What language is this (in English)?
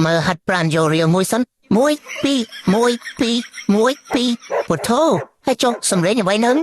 Khmer